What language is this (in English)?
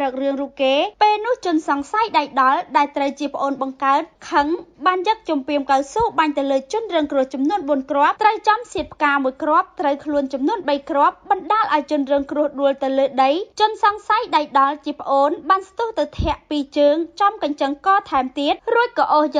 Khmer